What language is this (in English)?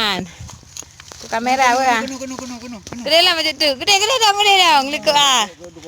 Achinese